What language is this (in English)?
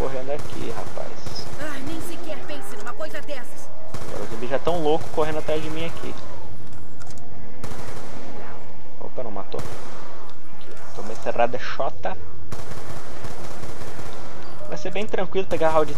Portuguese